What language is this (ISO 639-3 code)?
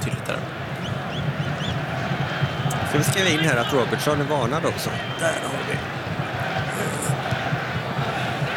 swe